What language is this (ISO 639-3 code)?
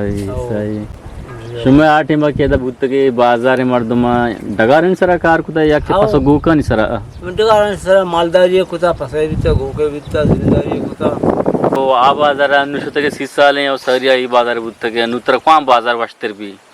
bgp